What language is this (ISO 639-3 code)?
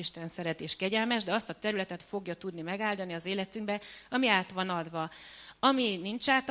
hun